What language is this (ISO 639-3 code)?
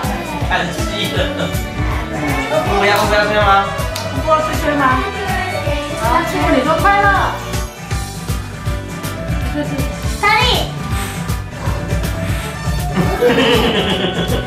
zho